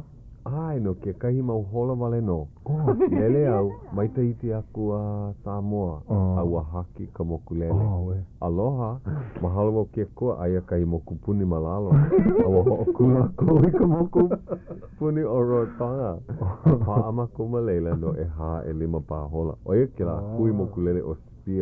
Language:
Hawaiian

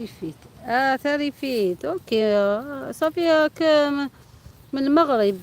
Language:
Algerian Arabic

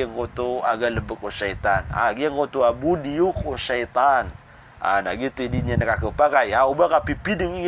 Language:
Maranao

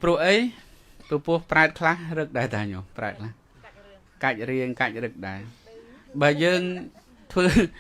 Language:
Khmer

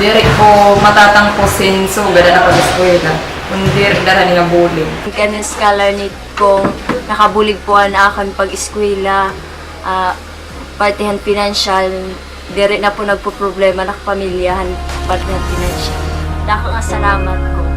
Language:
Waray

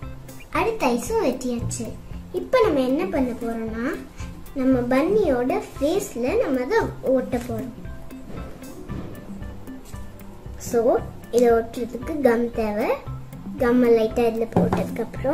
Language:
Tamil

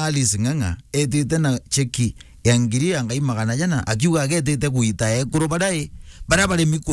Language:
Meru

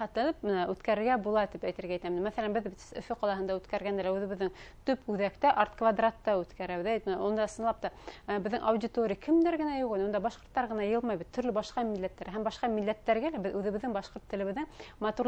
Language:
Bashkir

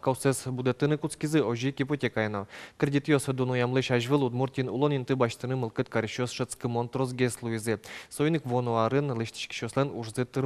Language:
Udmurt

